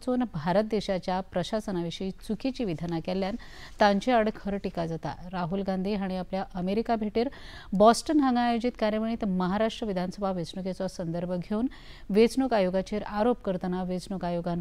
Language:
Konkani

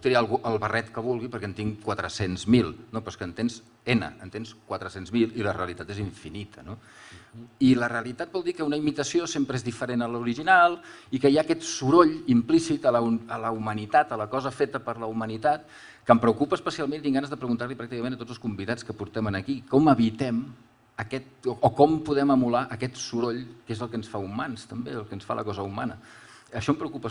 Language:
Catalan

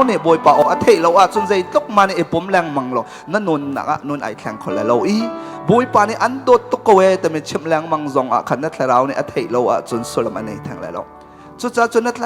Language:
Hakha Chin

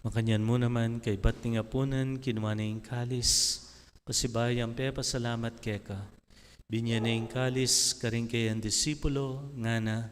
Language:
Pampanga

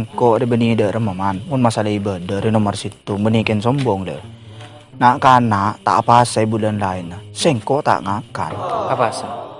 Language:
Madurese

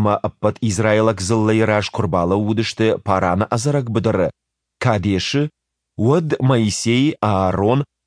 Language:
Ossetic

